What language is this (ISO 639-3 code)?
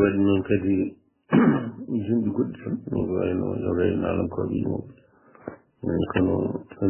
ful